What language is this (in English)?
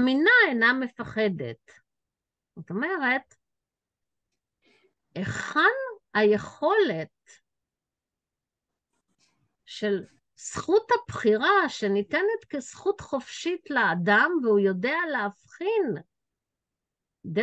Hebrew